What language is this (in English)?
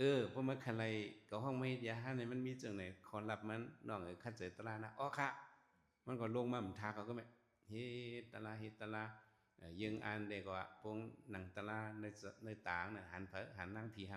Shan